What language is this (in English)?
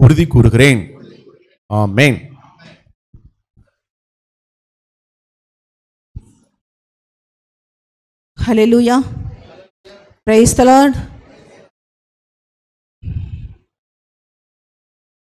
Tamil